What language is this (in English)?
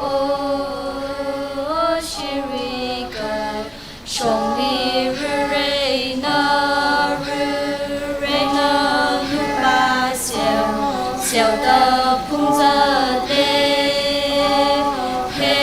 Tangkhul Naga (India)